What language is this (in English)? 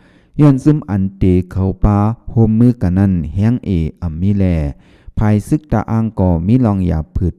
Shan